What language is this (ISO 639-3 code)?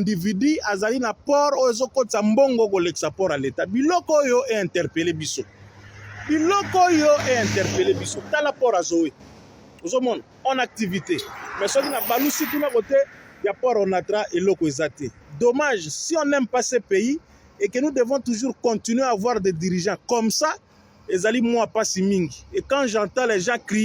lin